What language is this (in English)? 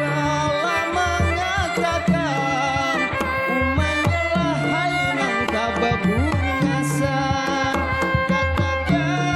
Banjar